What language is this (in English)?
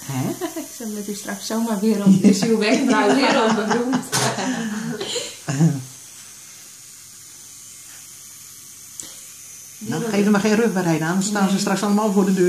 Dutch